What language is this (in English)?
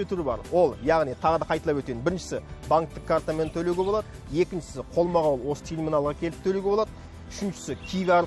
Kazakh